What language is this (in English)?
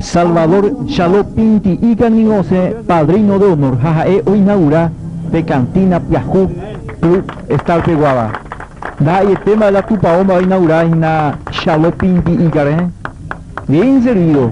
Guarani